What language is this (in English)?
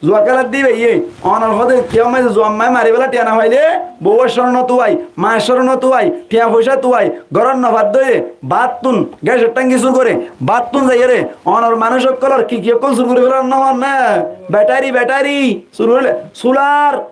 Rohingya